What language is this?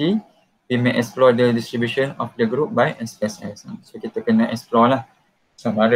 Malay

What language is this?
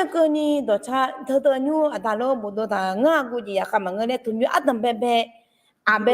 Akha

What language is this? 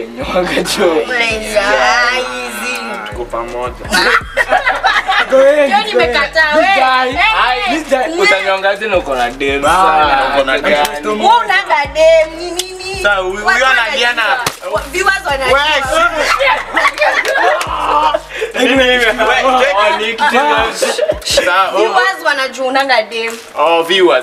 Swahili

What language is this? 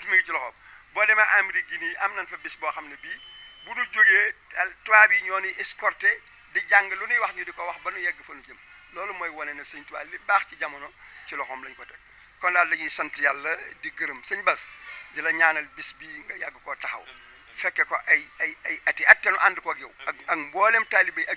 Wolof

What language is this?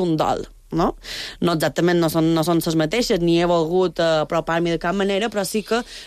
Catalan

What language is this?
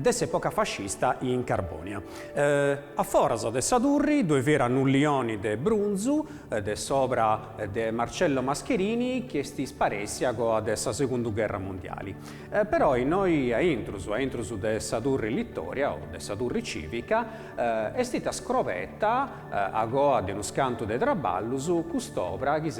Sardinian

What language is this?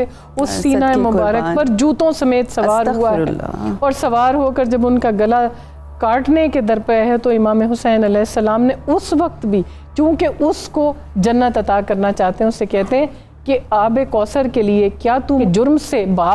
Urdu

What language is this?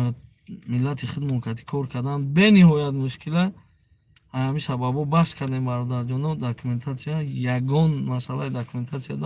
Tajik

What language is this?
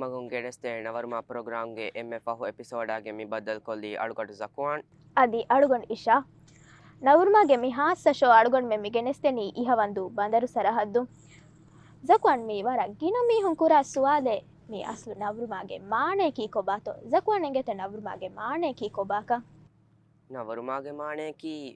Divehi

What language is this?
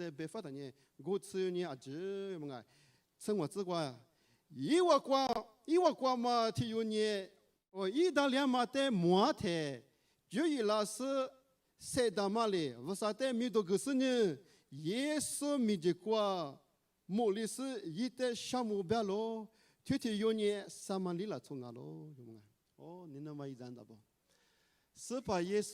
Lisu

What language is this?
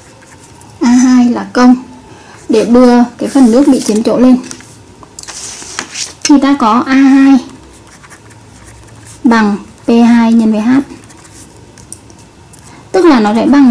Vietnamese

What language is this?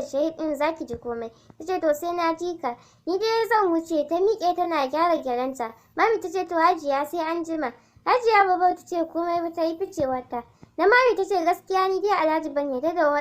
Hausa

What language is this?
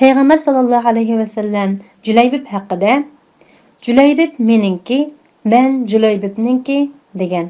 Uyghur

